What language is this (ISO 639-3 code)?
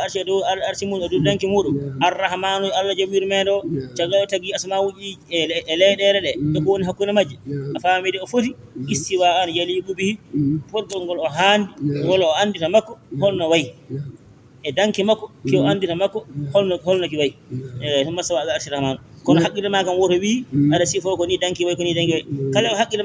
ful